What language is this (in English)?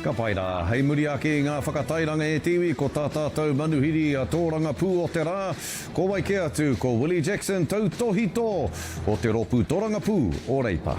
Māori